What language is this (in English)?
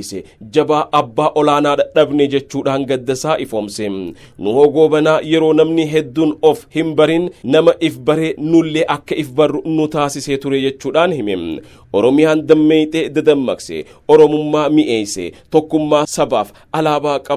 Oromo